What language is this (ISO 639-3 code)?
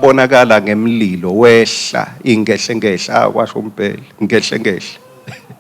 ssw